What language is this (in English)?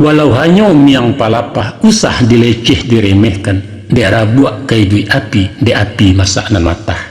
Minangkabau